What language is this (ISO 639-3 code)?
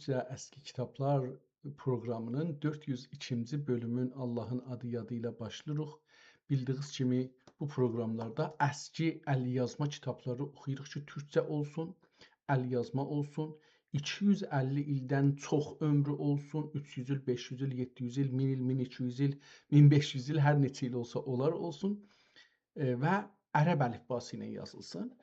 azb